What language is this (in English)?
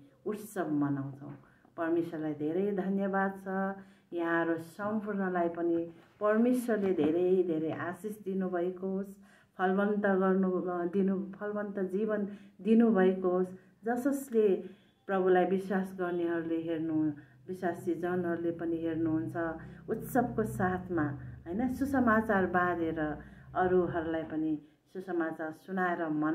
Nepali